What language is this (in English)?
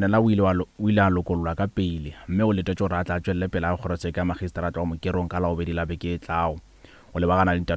Northern Sotho